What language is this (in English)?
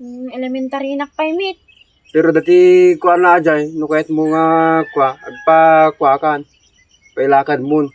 Iloko